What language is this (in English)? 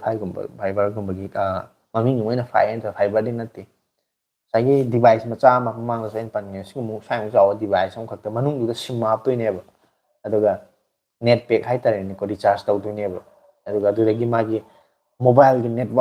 Manipuri